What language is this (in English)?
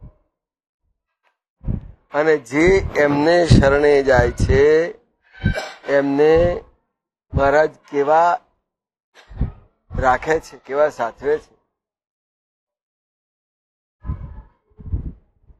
Gujarati